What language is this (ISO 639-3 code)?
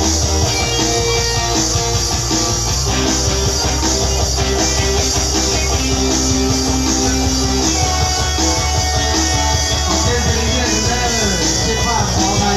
lao